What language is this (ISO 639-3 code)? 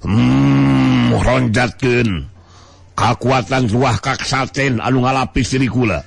sun